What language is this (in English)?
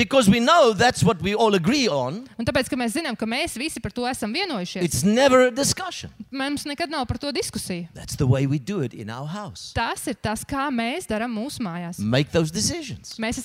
Latvian